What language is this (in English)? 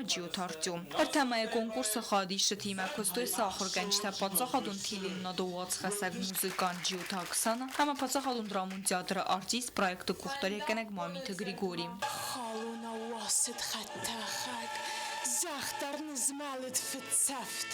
Ossetic